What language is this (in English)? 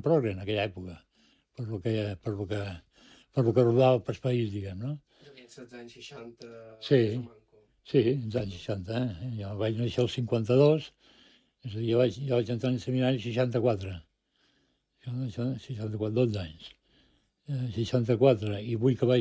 Catalan